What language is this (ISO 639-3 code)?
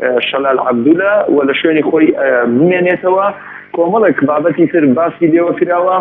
ckb